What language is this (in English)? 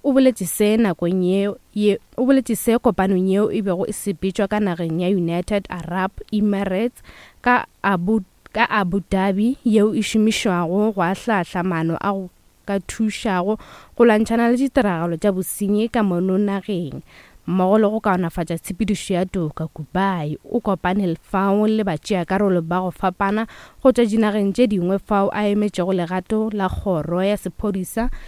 Northern Sotho